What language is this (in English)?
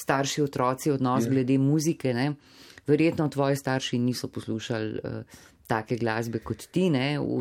Slovenian